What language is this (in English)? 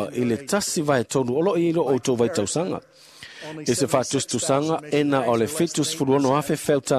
Samoan